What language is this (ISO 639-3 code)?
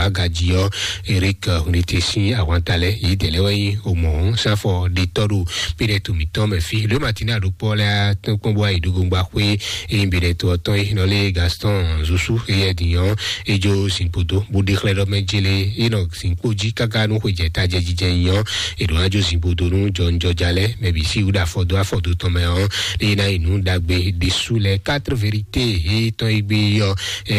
fon